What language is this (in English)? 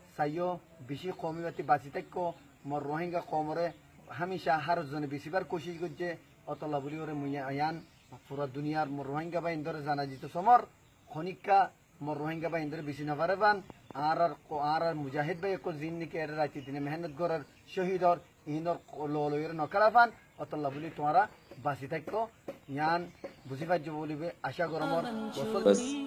Rohingya